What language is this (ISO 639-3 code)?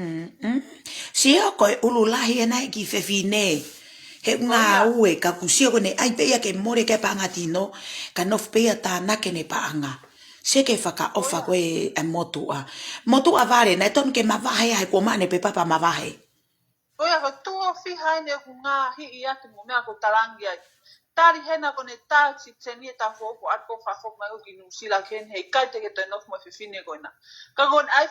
ton